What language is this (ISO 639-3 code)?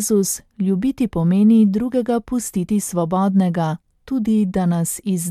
slv